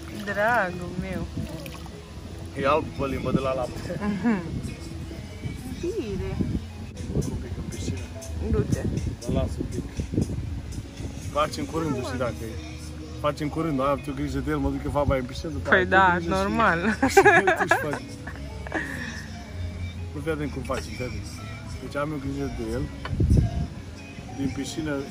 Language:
Romanian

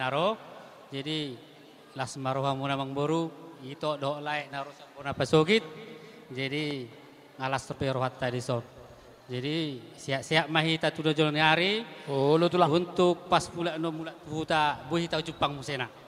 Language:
Batak Toba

